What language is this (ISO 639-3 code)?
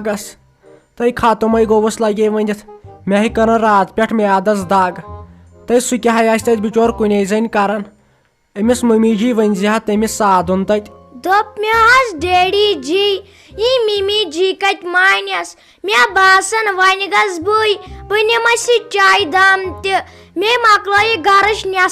kas